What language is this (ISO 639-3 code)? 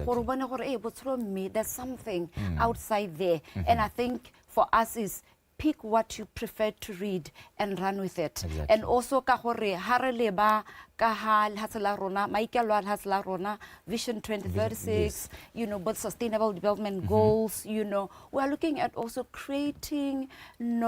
tsn